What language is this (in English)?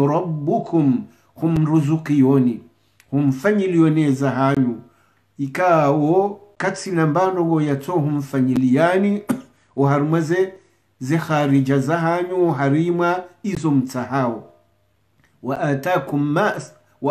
Swahili